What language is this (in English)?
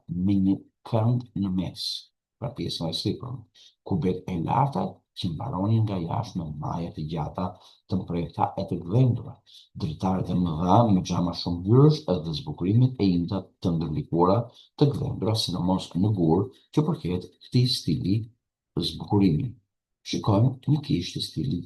Albanian